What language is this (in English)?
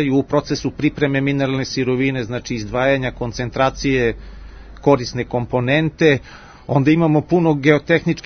Serbian